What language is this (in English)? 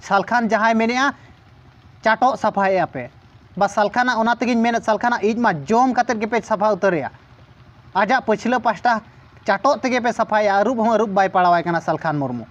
Santali